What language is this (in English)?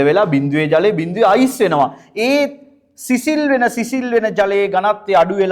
Sinhala